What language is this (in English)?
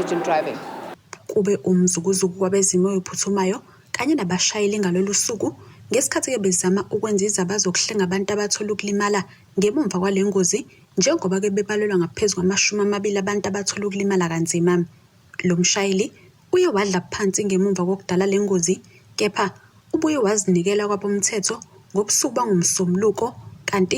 Zulu